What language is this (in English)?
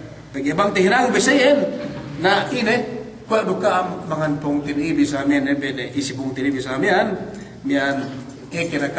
Yakan